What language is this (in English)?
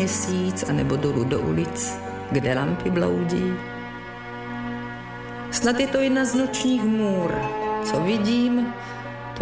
Czech